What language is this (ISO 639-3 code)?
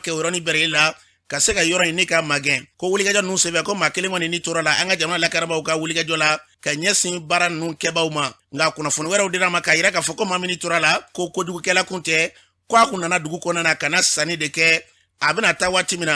bam